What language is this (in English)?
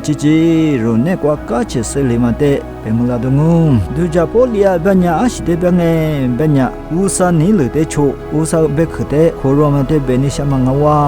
Lisu